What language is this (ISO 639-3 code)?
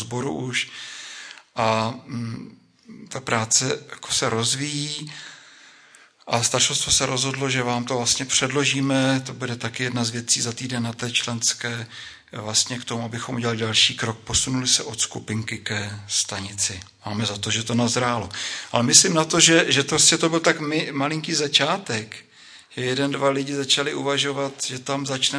ces